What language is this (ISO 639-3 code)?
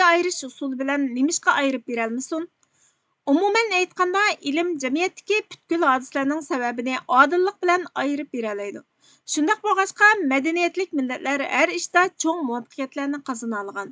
uig